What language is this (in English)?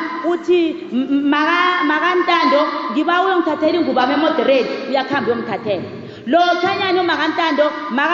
South Ndebele